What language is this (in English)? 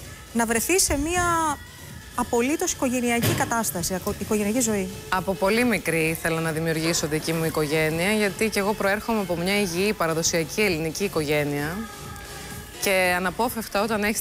Greek